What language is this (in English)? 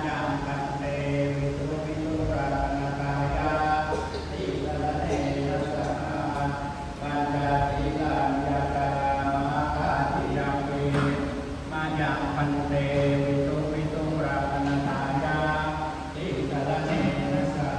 Pali